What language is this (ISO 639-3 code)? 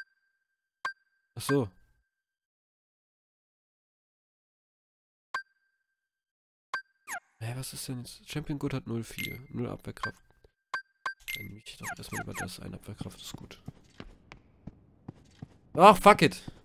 deu